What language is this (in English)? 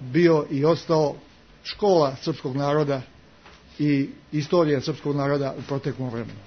Serbian